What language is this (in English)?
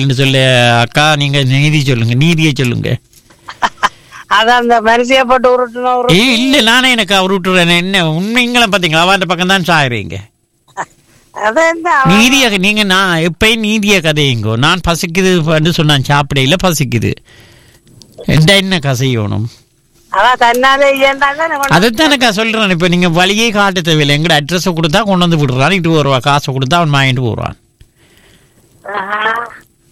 Tamil